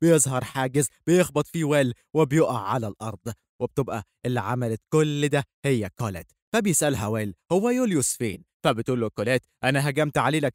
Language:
Egyptian Arabic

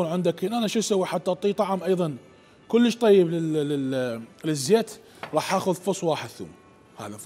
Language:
Mesopotamian Arabic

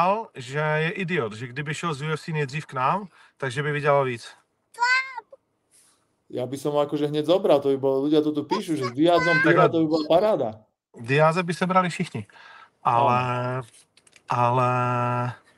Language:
Slovak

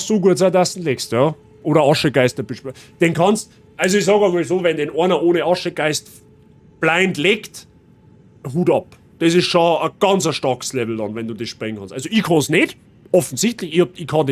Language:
Bavarian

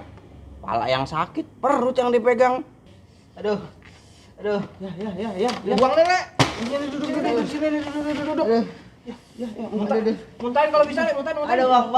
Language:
Betawi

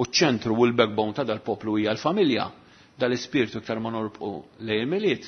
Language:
Maltese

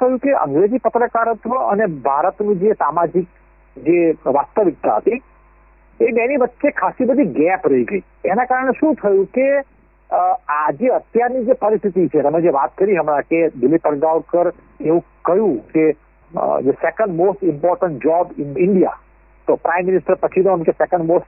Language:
Gujarati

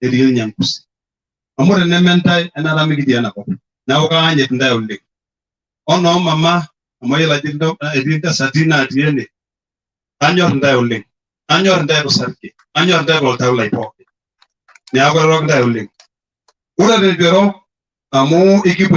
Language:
Masai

